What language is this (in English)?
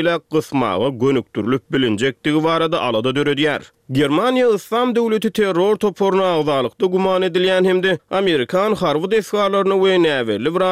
Turkmen